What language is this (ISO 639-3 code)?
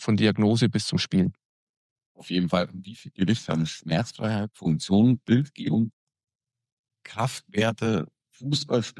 deu